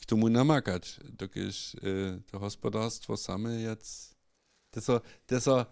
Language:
Upper Sorbian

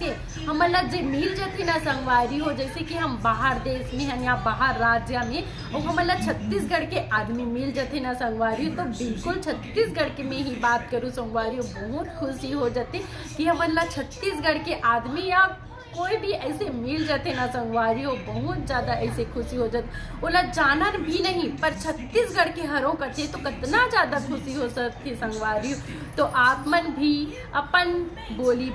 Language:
Chhattisgarhi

